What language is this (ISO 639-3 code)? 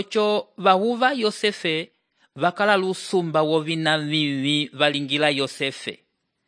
umb